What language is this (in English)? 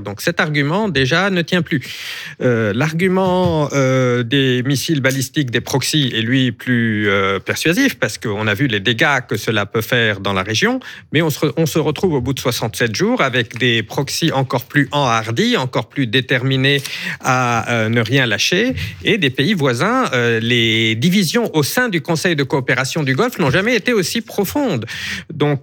French